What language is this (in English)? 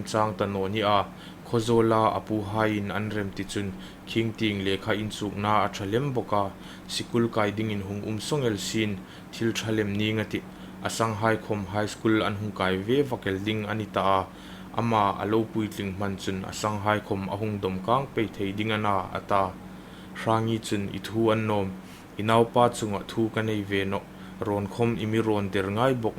Hmar